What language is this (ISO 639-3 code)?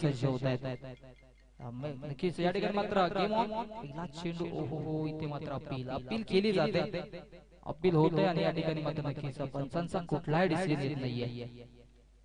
mar